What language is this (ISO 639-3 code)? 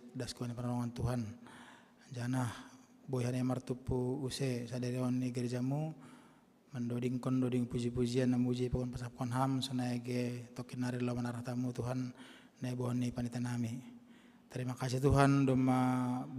bts